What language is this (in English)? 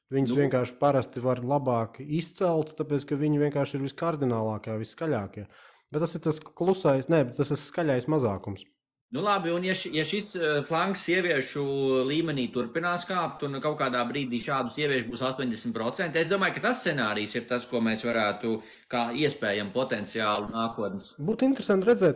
Latvian